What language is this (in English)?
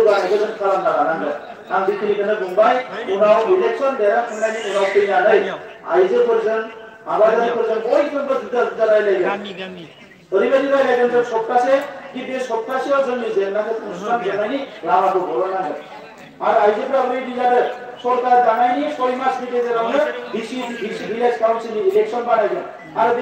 Bodo